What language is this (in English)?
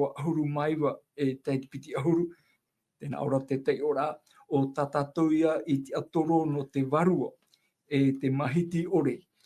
Tahitian